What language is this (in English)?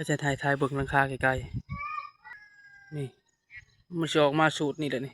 Lao